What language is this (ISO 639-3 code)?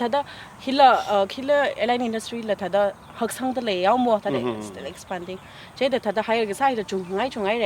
nmf